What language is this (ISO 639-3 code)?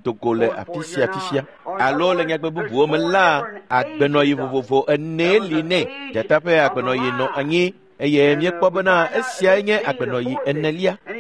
ewe